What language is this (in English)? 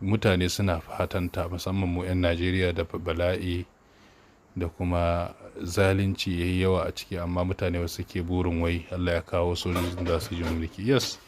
Hausa